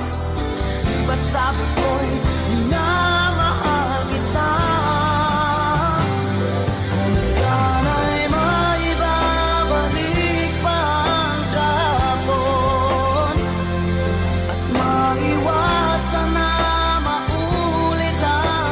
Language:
Filipino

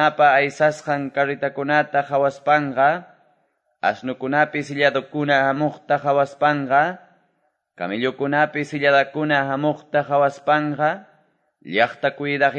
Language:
Quechua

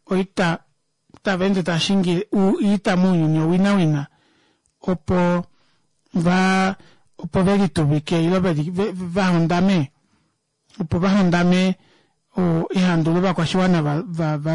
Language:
Kuanyama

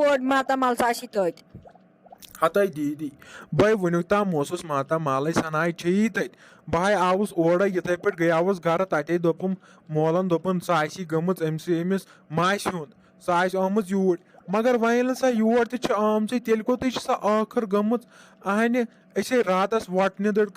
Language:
Kashmiri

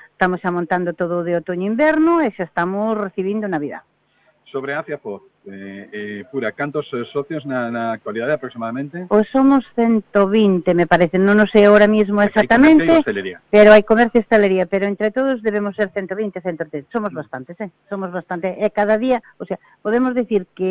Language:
Galician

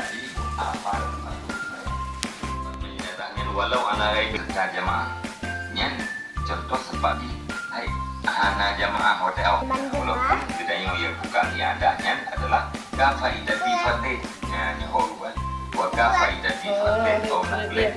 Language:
Achinese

